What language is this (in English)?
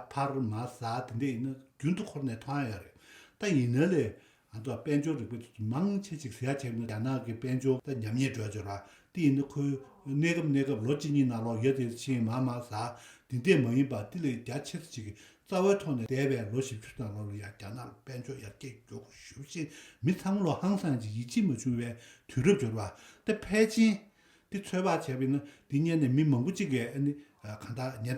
Tibetan